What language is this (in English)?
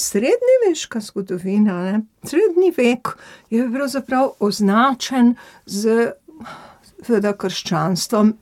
Slovenian